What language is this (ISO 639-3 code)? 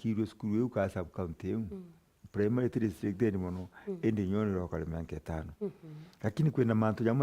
mer